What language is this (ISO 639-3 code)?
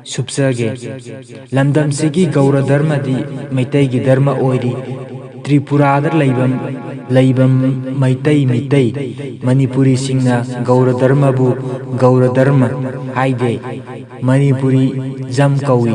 mni